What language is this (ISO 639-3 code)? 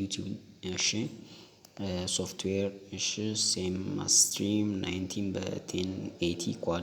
amh